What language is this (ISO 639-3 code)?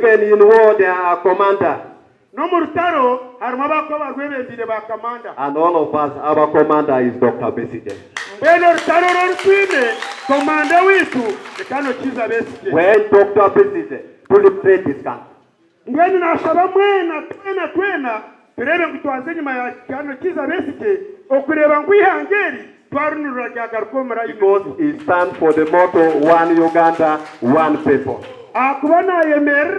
nyn